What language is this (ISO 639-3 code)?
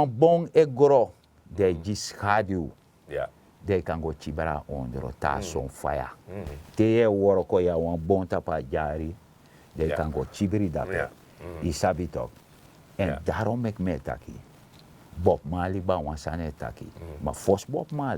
srn